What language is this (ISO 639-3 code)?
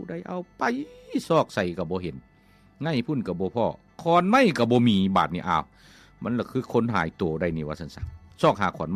lao